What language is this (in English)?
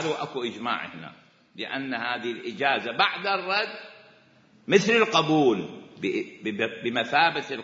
Mesopotamian Arabic